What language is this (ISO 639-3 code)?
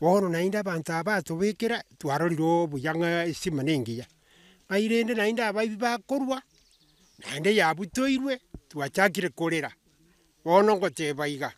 guz